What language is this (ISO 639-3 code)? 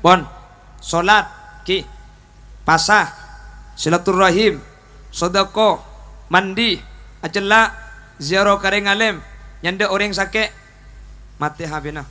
mad